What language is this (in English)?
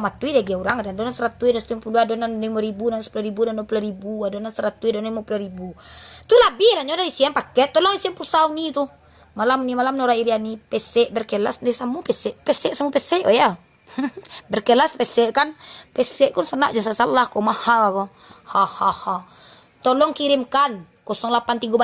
Minangkabau